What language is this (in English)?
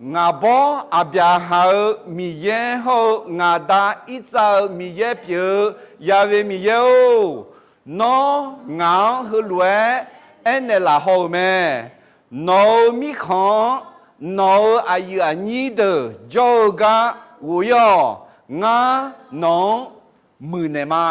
Akha